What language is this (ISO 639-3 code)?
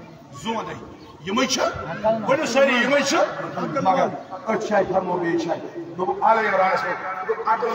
kas